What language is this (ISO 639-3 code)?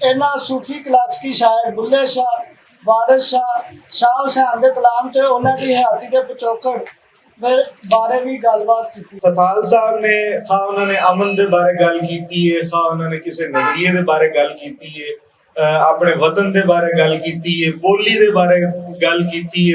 lah